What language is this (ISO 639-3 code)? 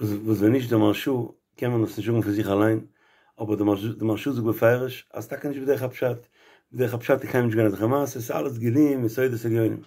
yid